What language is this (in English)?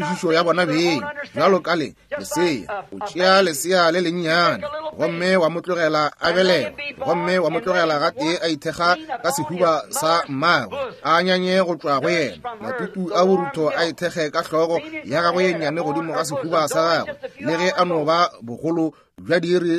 Northern Sotho